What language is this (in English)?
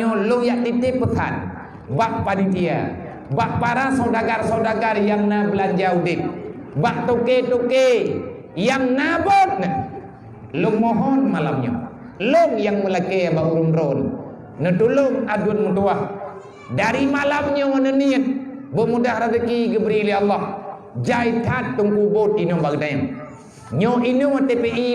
Achinese